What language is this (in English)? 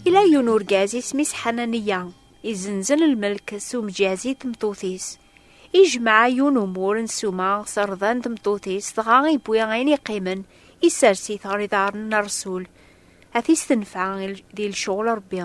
Kabyle